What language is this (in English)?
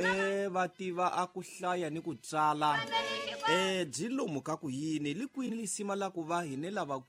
Tsonga